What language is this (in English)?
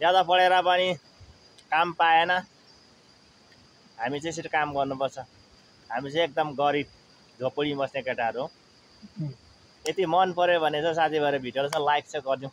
Nepali